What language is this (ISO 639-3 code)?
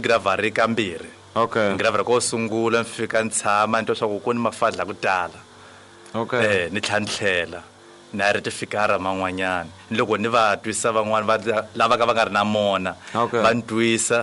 tso